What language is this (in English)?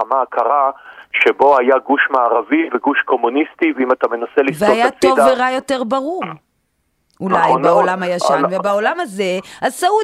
Hebrew